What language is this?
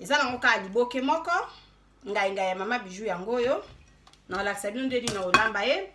Lingala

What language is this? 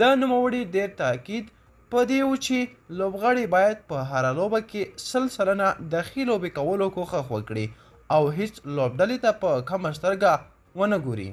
Pashto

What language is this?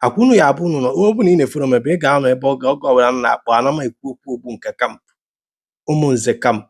Igbo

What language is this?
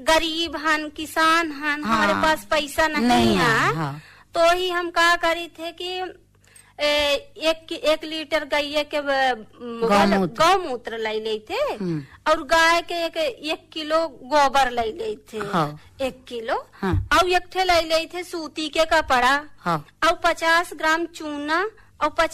Bhojpuri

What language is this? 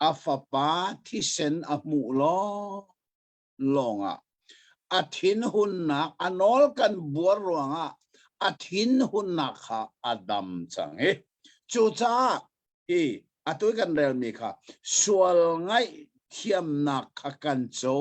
Hakha Chin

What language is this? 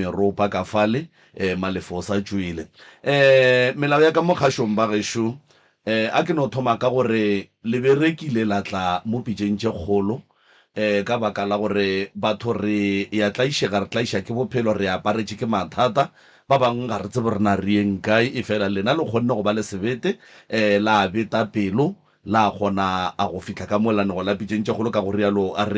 Northern Sotho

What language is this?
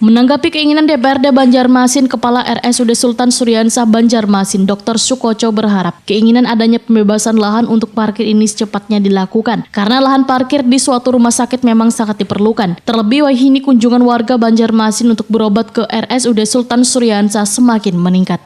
Banjar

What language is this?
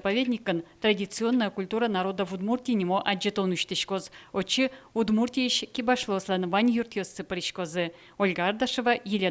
Udmurt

